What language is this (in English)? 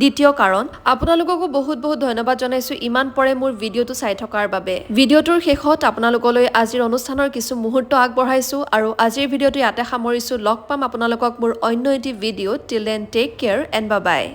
Assamese